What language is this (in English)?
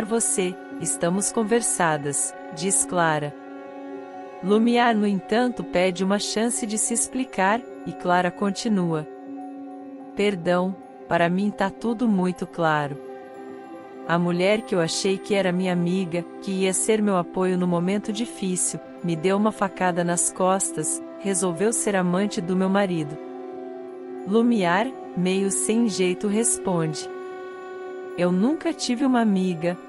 Portuguese